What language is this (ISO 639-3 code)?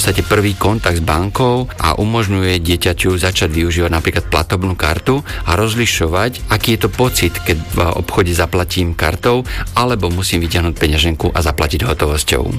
slk